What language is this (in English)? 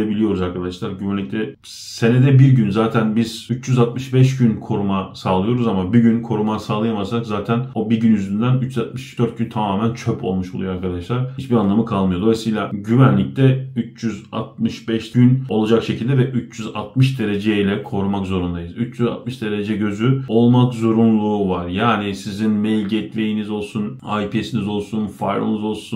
Turkish